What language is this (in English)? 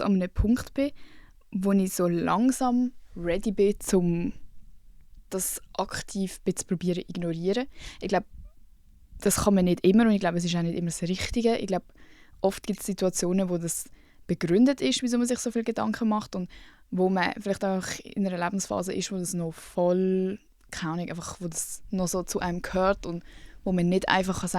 Swiss German